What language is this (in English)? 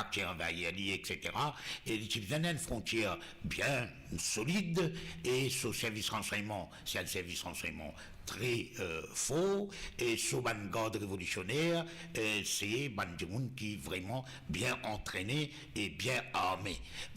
Morisyen